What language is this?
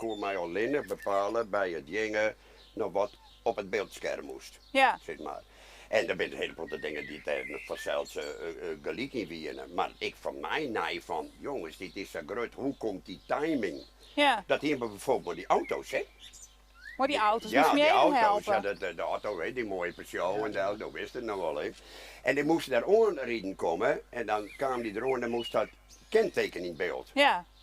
Western Frisian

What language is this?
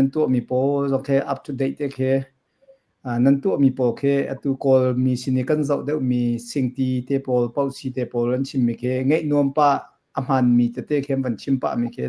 Hakha Chin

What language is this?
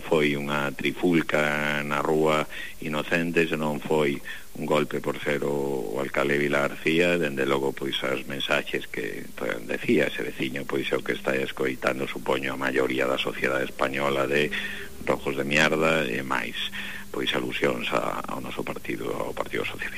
Galician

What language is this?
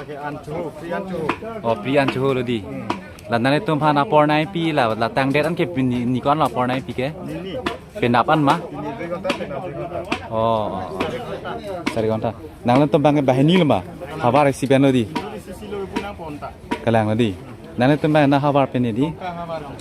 Karbi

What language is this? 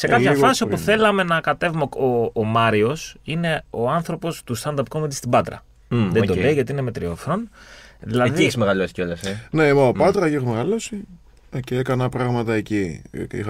Greek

